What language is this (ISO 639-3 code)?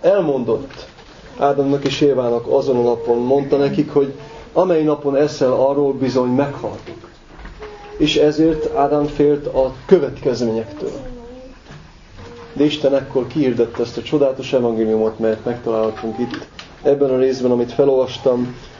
hun